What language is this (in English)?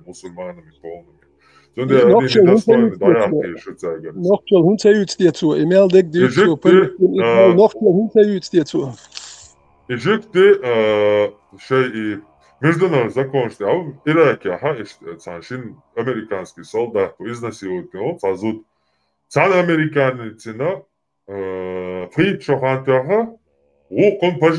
Chechen